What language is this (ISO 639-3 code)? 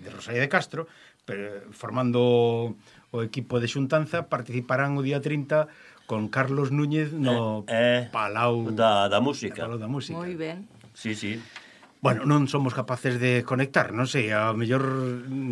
glg